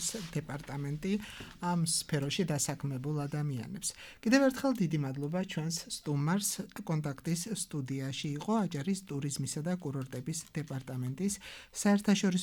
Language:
Georgian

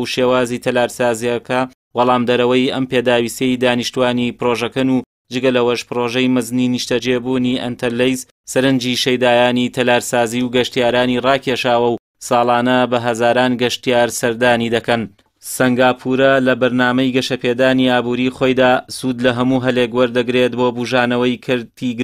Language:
Central Kurdish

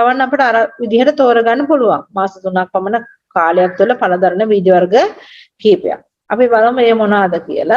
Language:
Sinhala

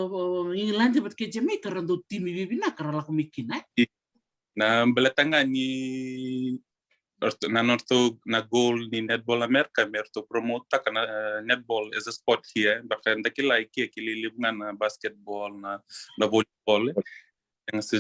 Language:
Fijian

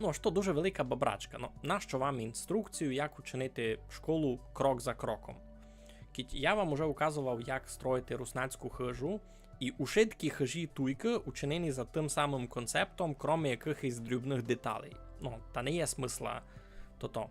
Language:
Rusyn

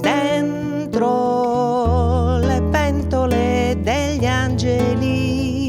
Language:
Sardinian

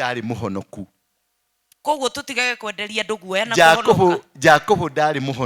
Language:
Kikuyu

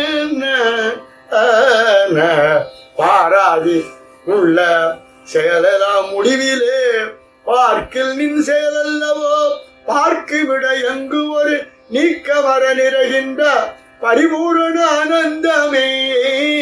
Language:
Tamil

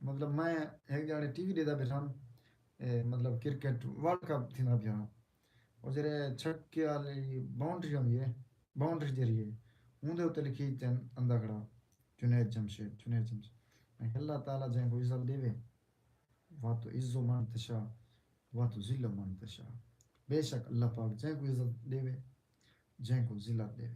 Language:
Saraiki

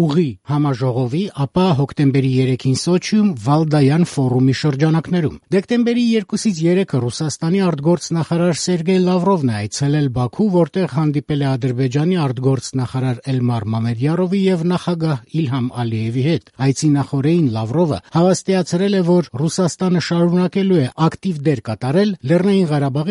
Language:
Armenian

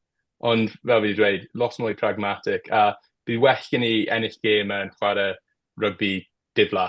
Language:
Welsh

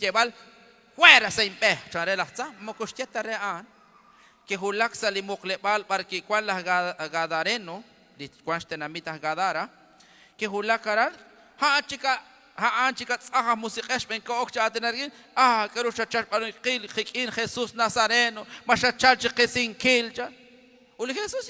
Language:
Kekchí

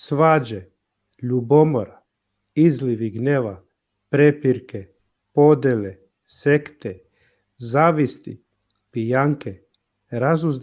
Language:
Balkan Romani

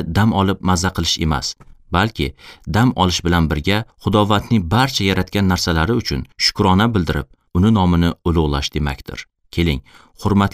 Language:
Uzbek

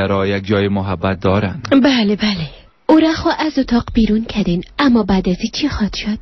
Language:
Persian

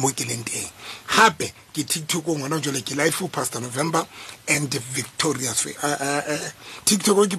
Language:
Southern Sotho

